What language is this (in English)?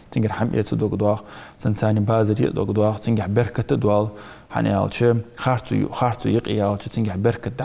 Ingush